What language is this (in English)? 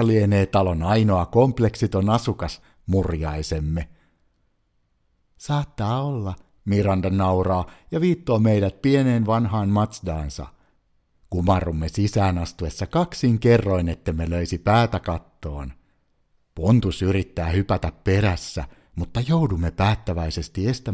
Finnish